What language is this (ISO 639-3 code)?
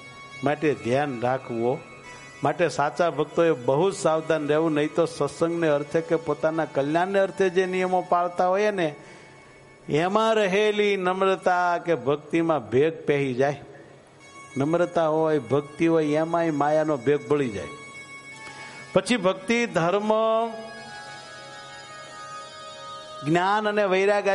guj